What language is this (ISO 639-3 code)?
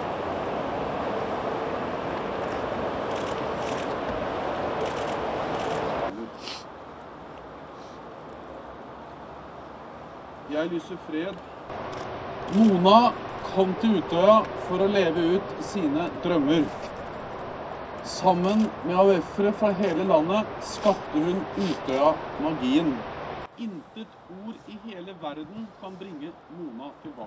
nor